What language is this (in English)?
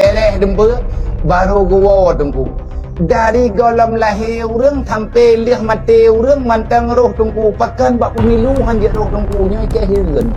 Achinese